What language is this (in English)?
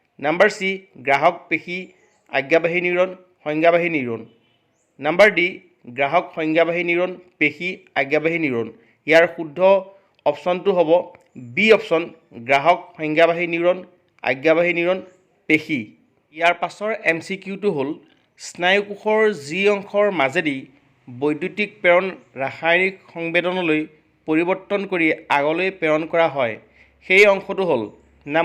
Assamese